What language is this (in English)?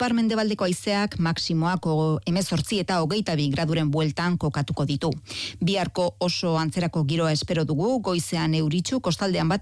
Basque